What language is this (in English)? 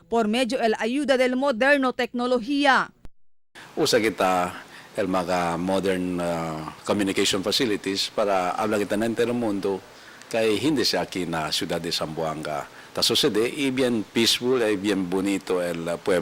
Chavacano